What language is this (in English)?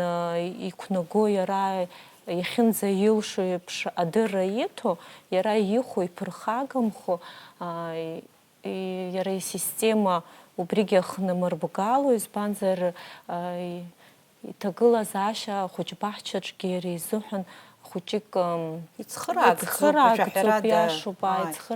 Abkhazian